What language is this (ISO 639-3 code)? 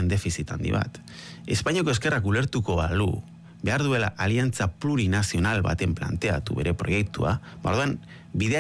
eus